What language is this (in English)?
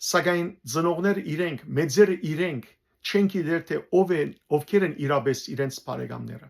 Western Armenian